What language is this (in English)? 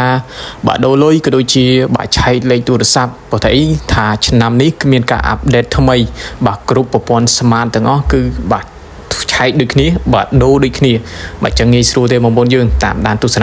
Khmer